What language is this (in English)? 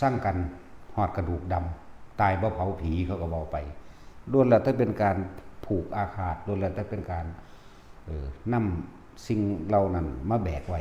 Northeastern Thai